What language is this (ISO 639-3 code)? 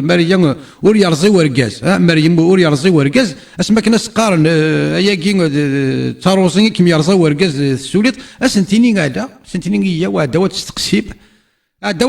kab